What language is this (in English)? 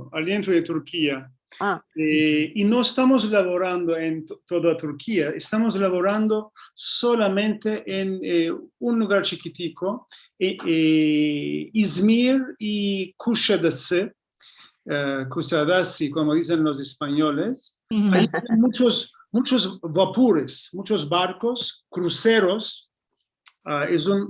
Ladino